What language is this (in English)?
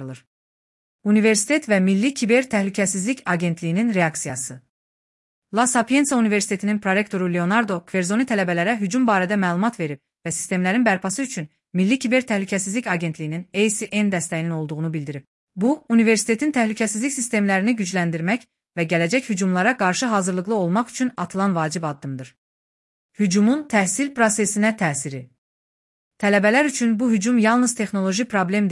Azerbaijani